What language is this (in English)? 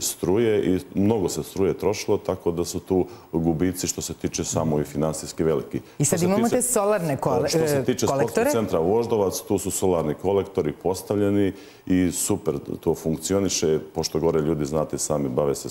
Serbian